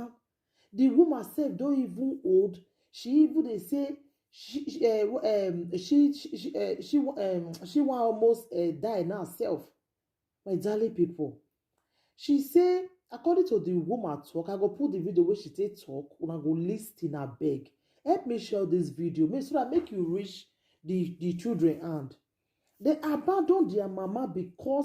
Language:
Nigerian Pidgin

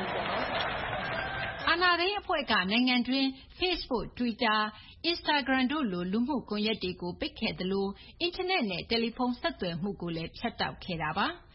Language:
Burmese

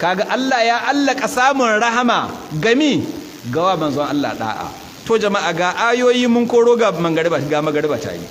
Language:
Hausa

